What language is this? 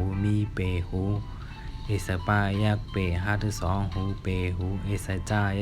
Shan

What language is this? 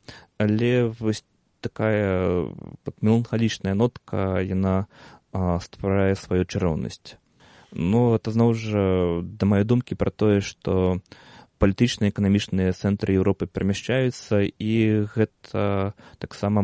Belarusian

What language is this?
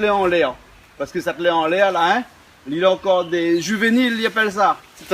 Réunion Creole French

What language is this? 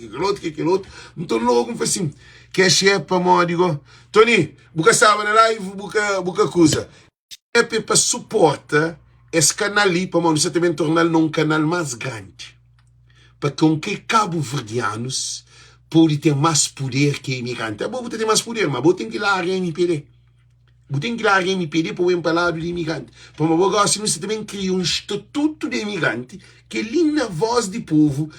Kabuverdianu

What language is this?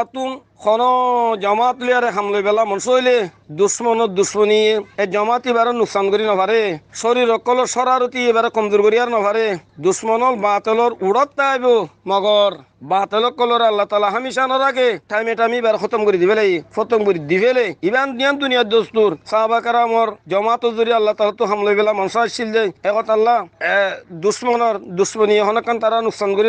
Rohingya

